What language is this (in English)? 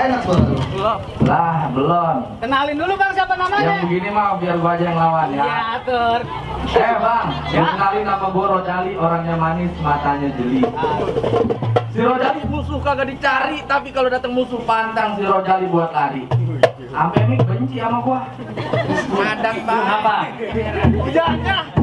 Betawi